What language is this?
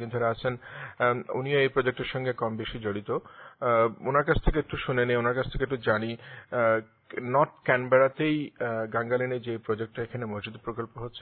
Bangla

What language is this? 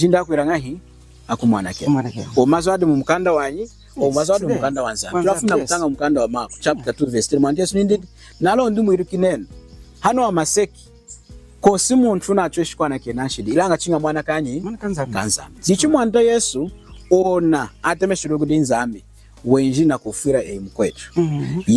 Lunda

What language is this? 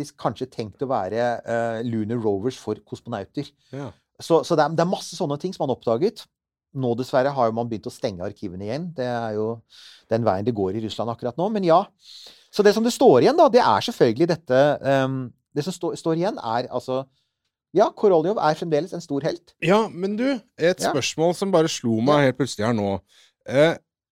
Norwegian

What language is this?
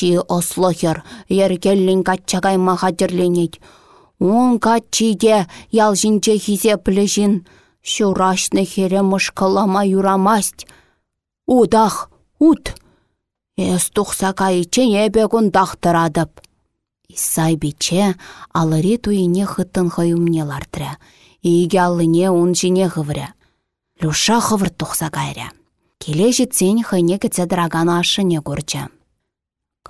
Chuvash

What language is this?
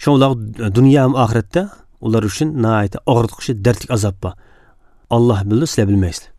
Uyghur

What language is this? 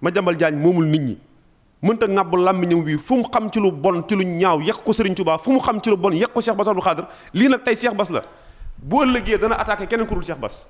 Wolof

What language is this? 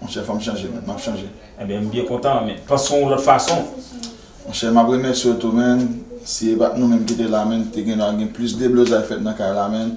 Haitian Creole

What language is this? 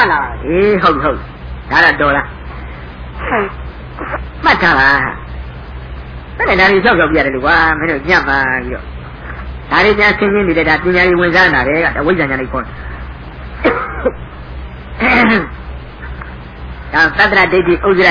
Burmese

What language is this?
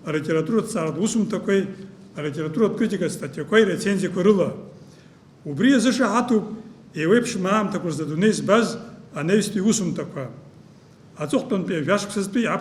Abkhazian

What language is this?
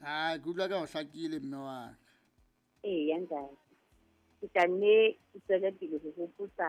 Southern Sotho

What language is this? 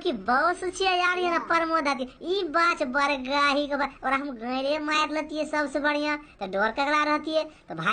Maithili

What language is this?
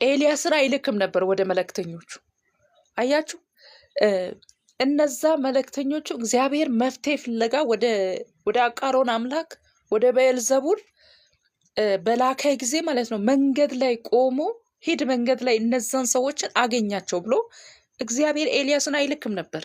Amharic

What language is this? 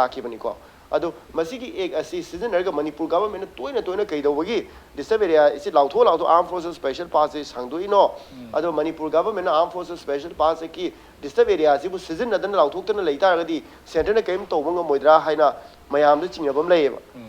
Manipuri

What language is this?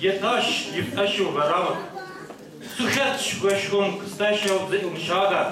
Kabardian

